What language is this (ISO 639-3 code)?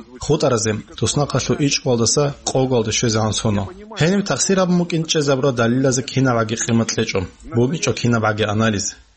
ava